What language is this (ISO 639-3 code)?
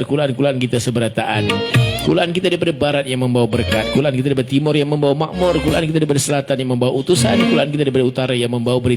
bjn